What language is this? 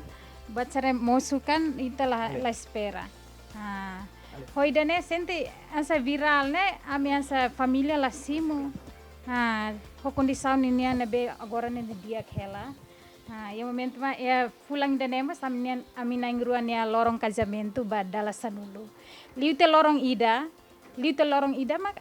Tetum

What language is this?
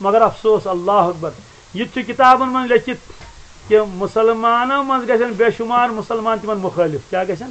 Kashmiri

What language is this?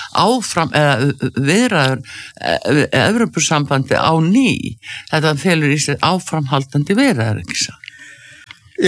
Icelandic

